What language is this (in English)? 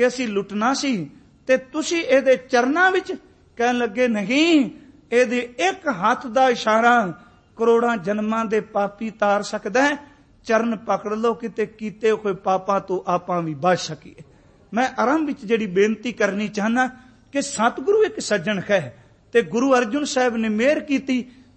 Punjabi